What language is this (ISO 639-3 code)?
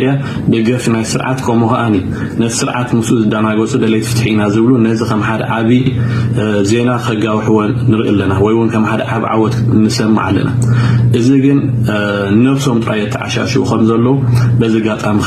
tir